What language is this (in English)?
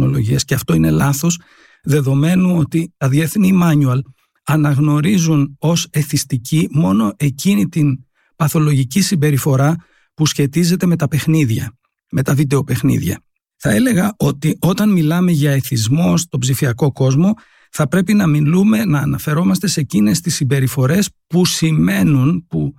Greek